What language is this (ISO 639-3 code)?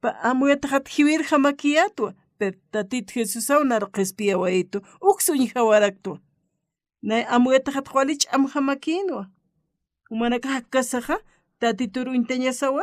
aym